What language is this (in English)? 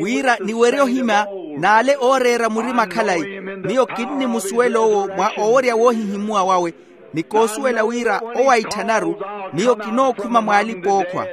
Makhuwa